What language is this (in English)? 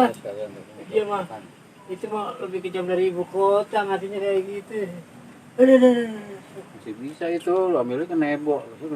Betawi